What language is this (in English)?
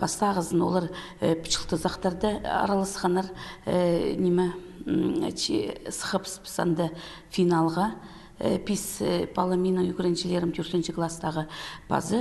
Khakas